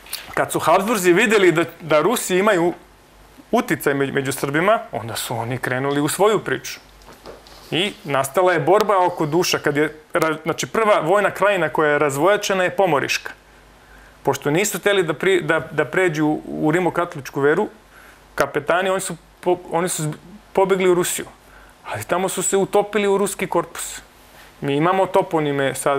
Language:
Serbian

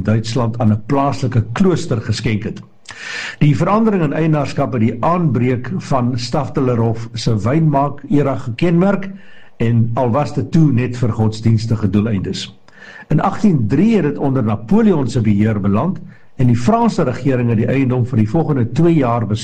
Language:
Afrikaans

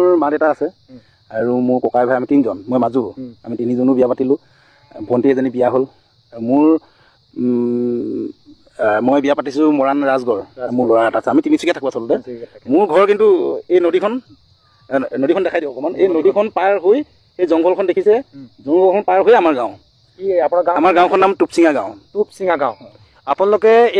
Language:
Assamese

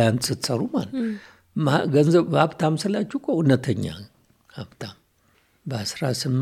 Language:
Amharic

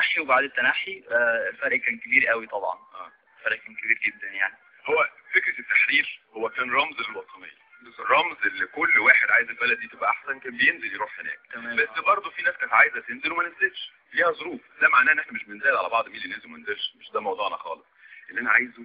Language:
Egyptian Arabic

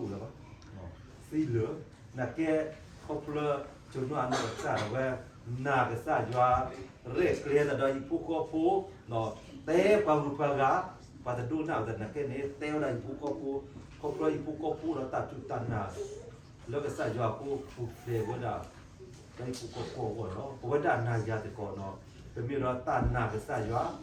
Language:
S'gaw Karen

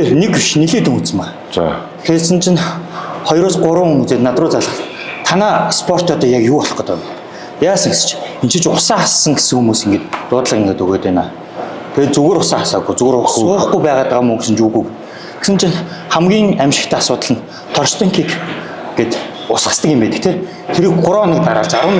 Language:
Mongolian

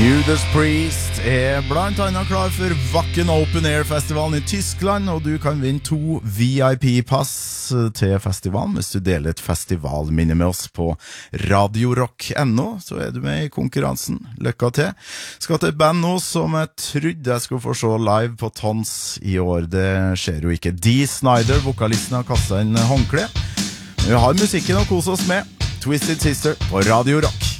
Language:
Norwegian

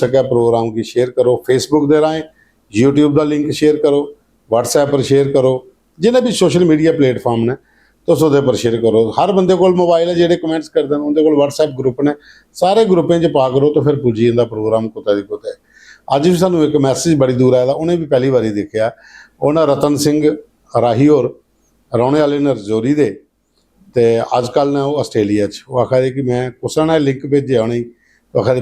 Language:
Dogri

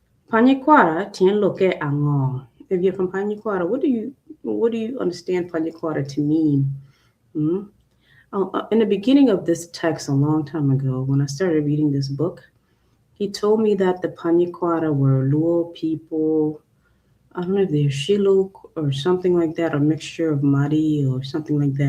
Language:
Acoli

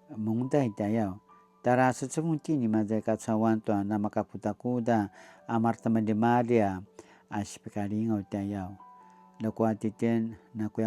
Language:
Paiwan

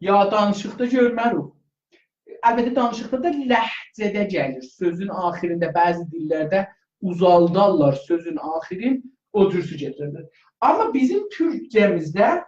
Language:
South Azerbaijani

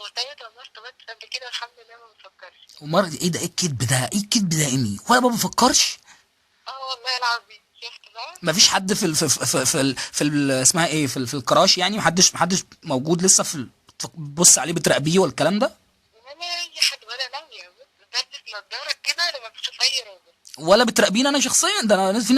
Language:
Egyptian Arabic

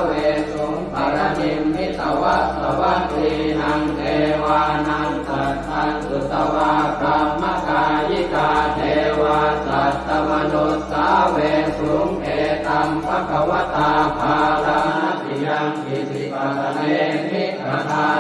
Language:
Pali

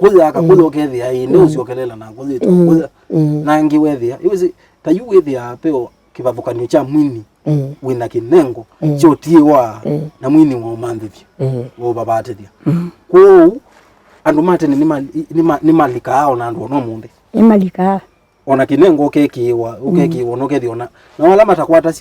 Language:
Kamba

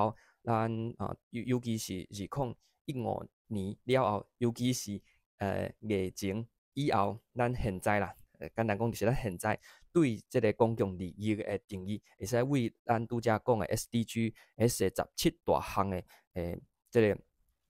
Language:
Min Nan Chinese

